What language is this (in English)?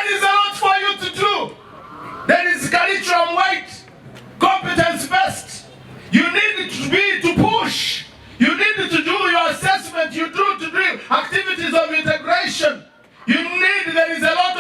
Nyankole